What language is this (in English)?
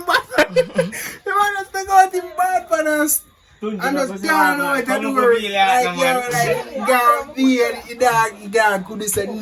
Jamaican Creole English